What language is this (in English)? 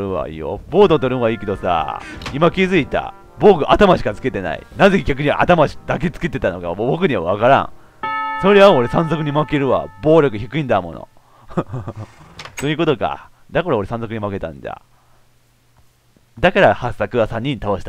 Japanese